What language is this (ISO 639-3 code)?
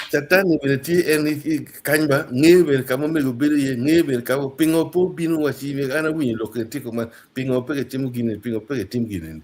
ach